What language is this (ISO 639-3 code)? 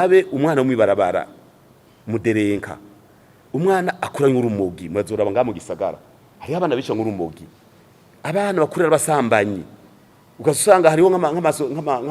run